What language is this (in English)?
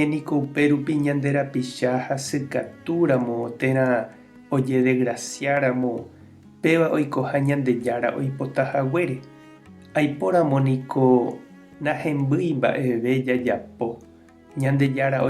Guarani